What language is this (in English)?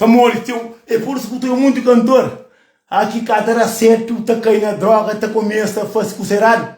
Kabuverdianu